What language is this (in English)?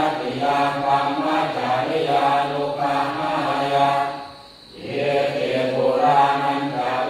Pali